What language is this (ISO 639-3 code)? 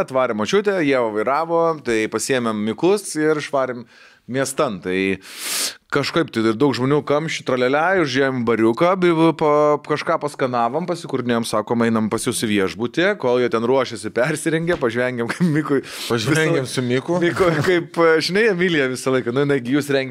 lit